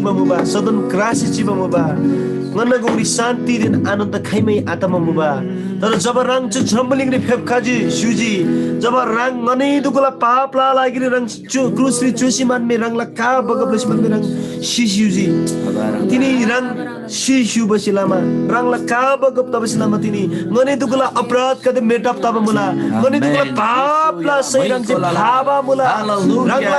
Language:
Eastern Tamang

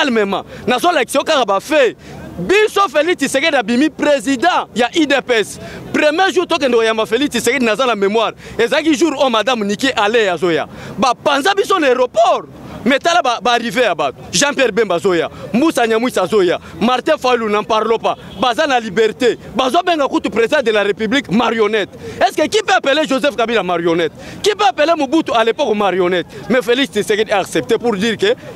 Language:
Lingala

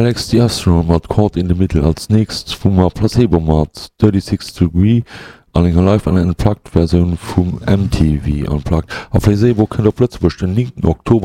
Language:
Luxembourgish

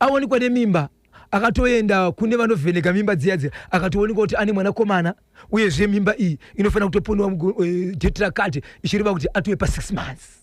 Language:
Shona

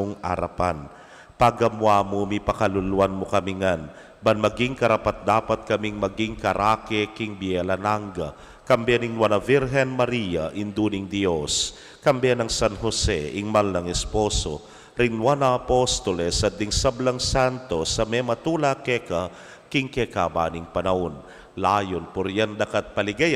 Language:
Pampanga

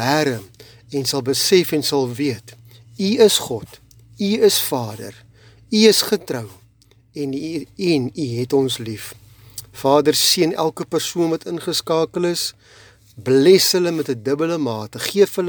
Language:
Afrikaans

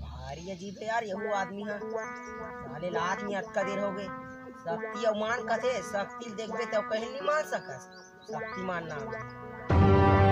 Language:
Chhattisgarhi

